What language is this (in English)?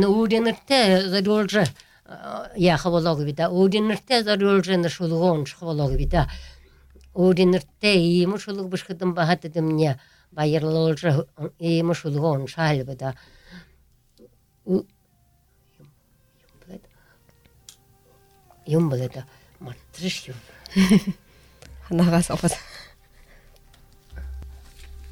Buriat